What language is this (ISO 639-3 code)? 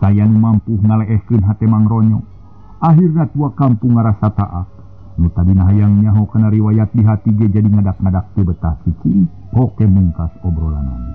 sun